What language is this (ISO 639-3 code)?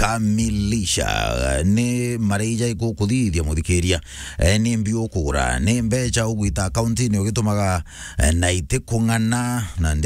mer